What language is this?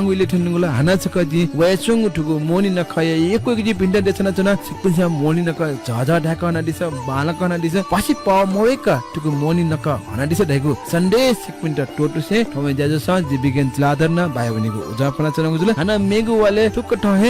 Newari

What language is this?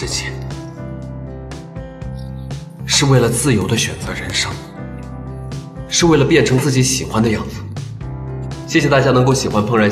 Chinese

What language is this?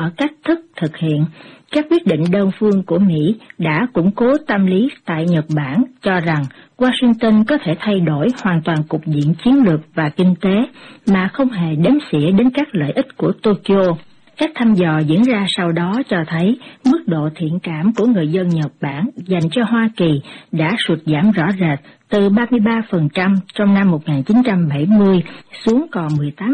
Vietnamese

